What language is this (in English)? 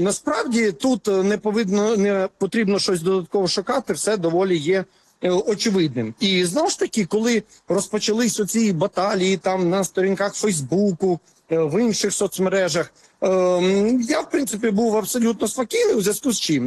Ukrainian